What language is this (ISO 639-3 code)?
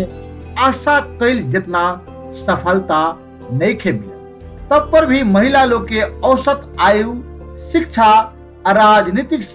bho